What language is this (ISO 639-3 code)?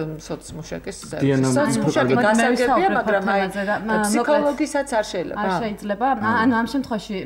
kat